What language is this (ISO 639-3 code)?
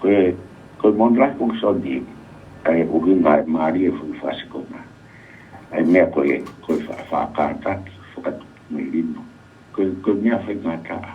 ton